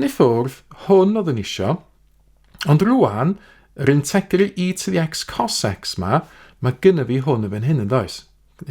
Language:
Welsh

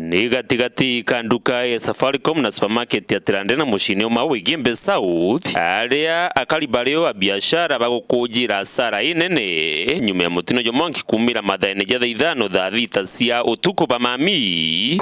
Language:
Meru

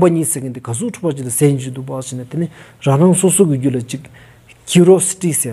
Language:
Stod Bhoti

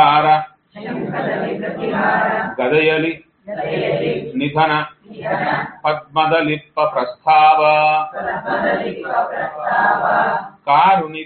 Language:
Kannada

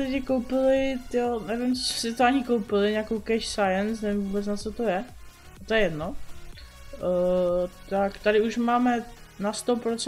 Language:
Czech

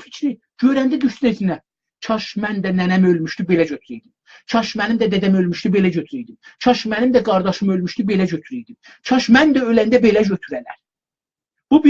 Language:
South Azerbaijani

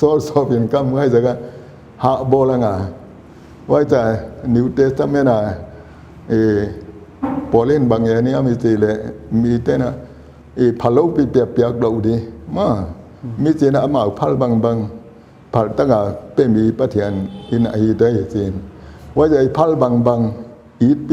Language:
Paite Chin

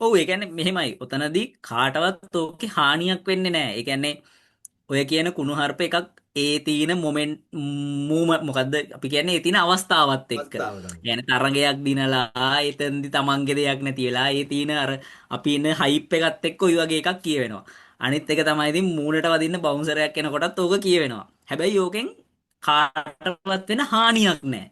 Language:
Sinhala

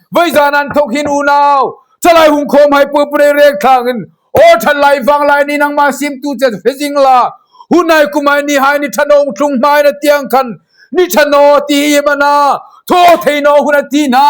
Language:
Hmar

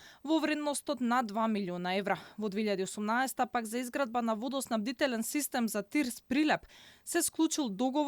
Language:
Macedonian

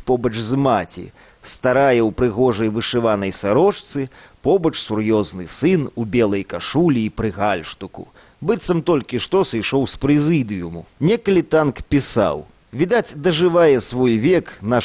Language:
Belarusian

